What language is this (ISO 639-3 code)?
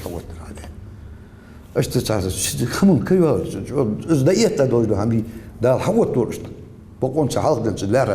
inh